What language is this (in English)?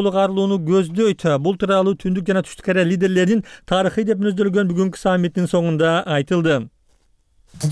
Kyrgyz